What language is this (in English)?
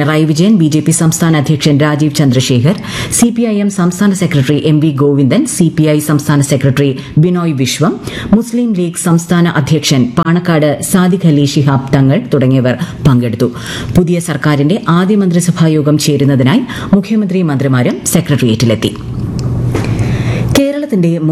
Malayalam